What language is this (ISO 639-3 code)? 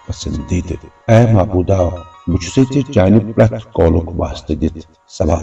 kas